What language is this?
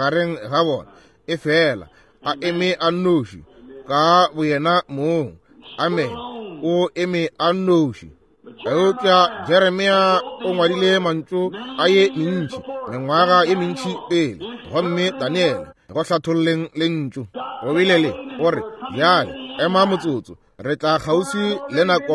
Northern Sotho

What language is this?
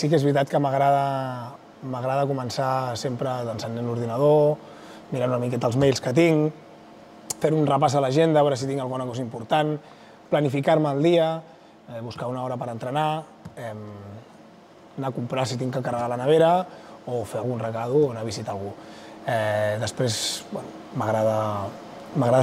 Catalan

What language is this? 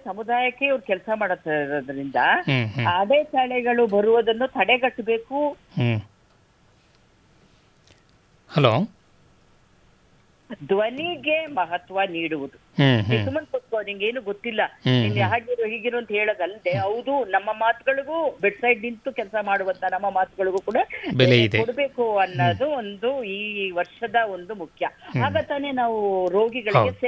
Kannada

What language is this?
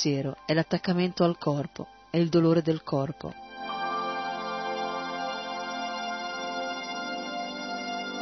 Italian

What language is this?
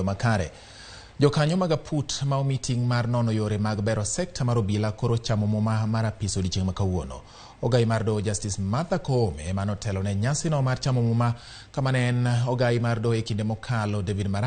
Luo (Kenya and Tanzania)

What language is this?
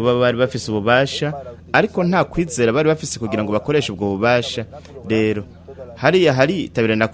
Rundi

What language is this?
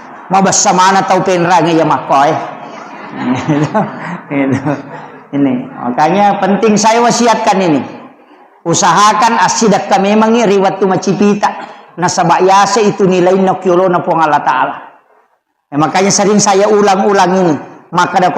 Buginese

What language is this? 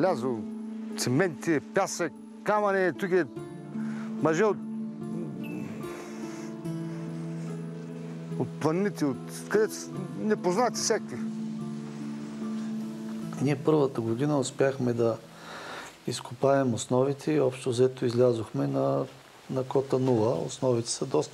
Bulgarian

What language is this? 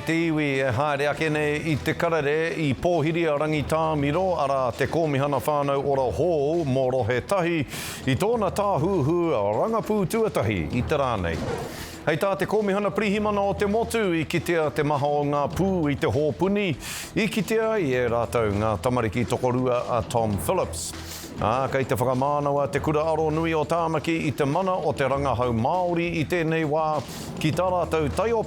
Māori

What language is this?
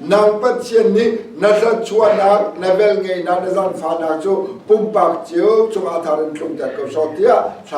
Hakha Chin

